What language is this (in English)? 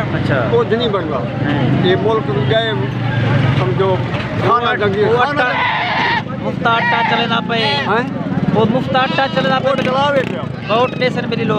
Saraiki